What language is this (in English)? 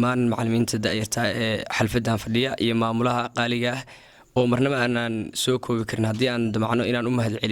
Somali